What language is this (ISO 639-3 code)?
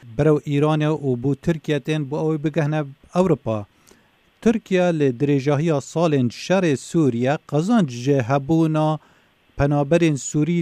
kur